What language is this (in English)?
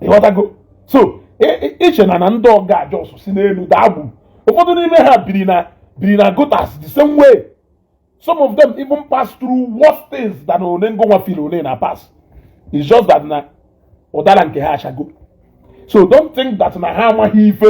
Igbo